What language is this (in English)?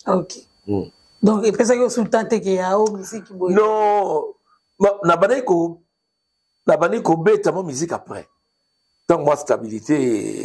Lingala